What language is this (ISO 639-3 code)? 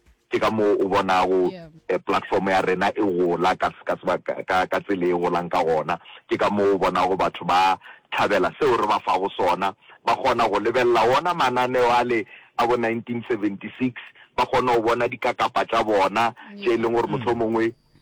nso